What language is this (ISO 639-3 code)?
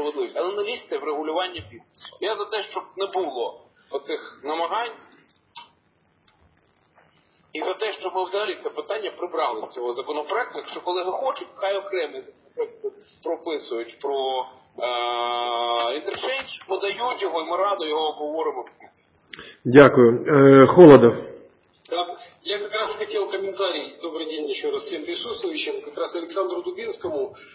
ukr